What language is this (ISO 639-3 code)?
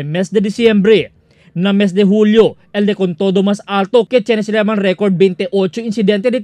cbk